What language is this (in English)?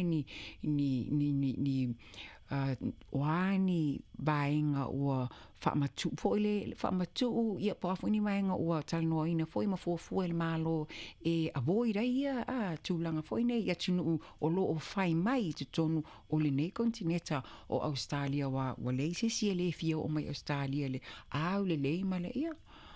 Samoan